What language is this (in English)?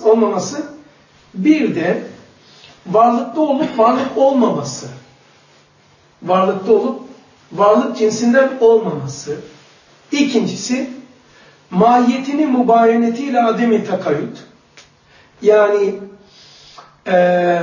Turkish